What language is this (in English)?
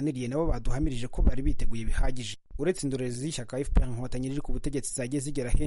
Kinyarwanda